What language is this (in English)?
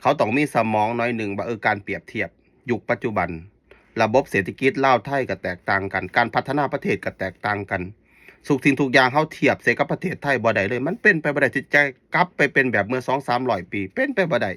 Lao